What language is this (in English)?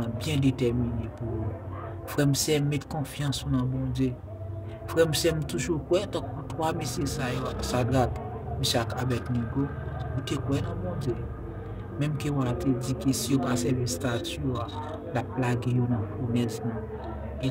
Haitian Creole